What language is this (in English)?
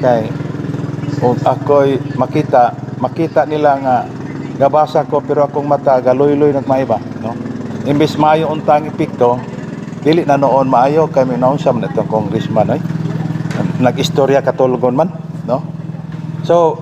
Cebuano